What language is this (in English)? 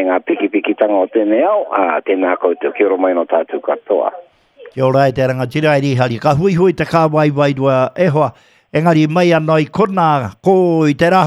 Māori